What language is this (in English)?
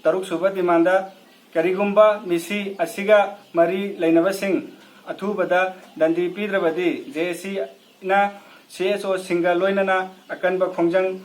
Manipuri